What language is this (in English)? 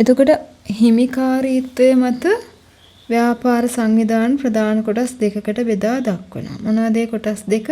Sinhala